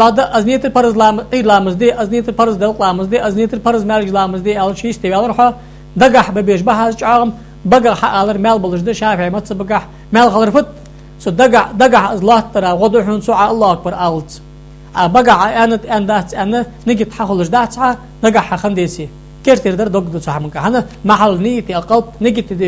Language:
Ingush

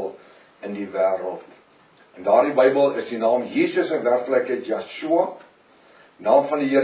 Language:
Afrikaans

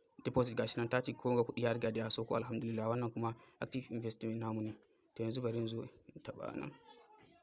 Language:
Hausa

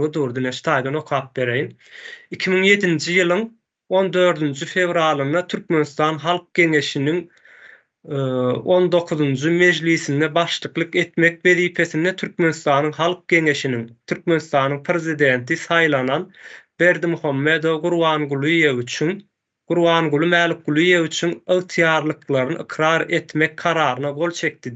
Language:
Turkmen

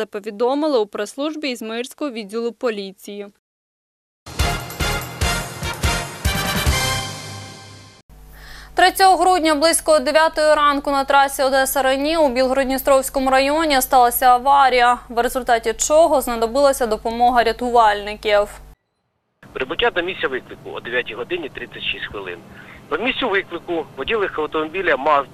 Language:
Ukrainian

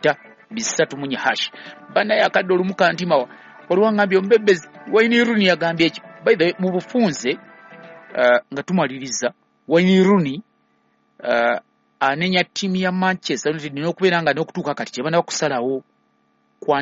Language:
Ganda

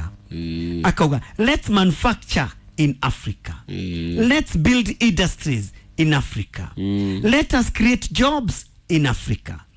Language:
Kikuyu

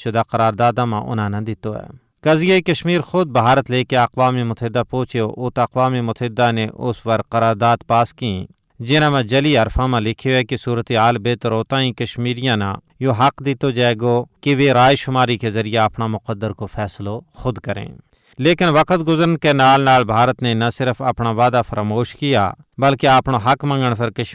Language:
Gujari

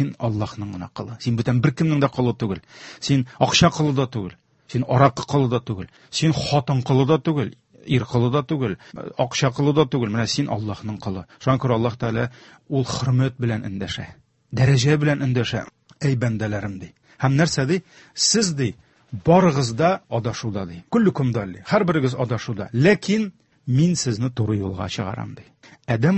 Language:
Tatar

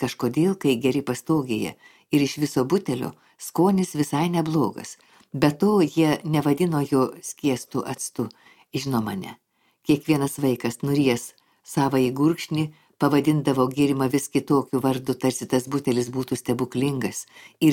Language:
Lithuanian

